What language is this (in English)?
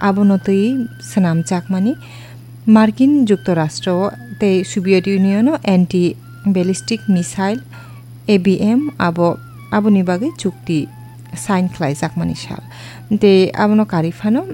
Kok Borok